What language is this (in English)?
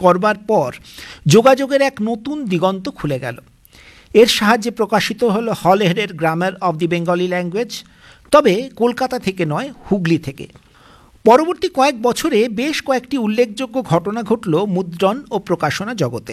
Bangla